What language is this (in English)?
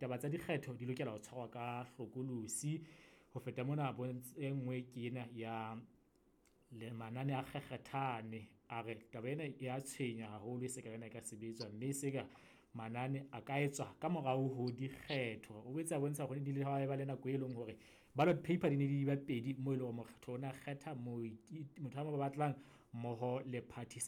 Southern Sotho